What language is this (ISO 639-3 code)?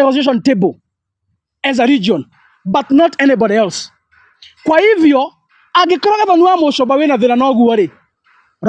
kik